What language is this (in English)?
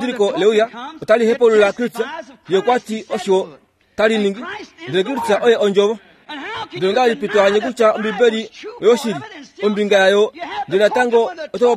Kuanyama